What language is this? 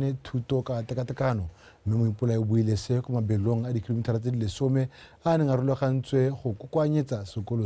Tswana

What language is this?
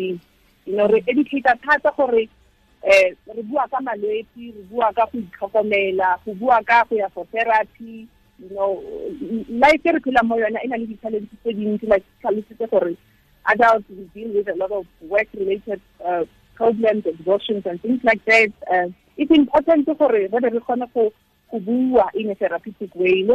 Tswana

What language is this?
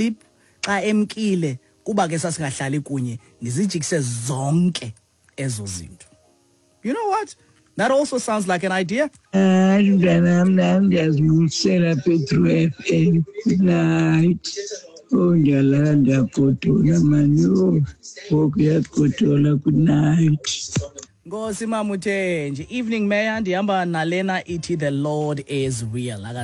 Xhosa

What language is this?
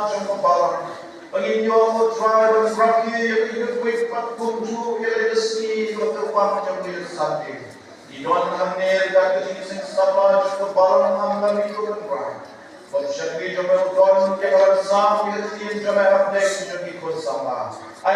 Khasi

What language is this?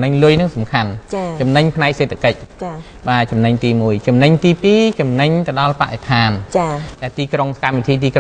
Khmer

